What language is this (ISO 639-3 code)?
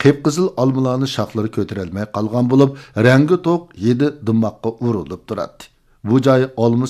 uig